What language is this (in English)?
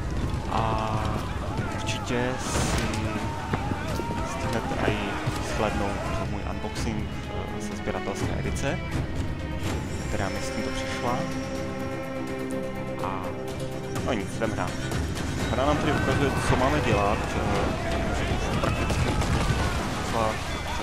Czech